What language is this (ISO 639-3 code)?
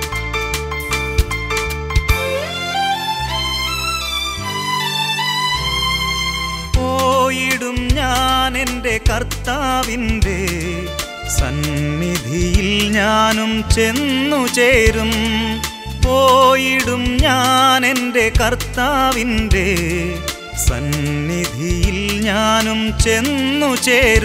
mal